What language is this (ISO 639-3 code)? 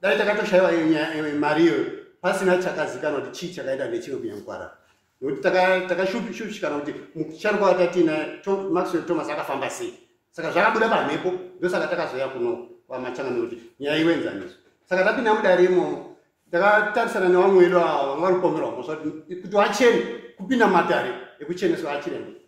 sna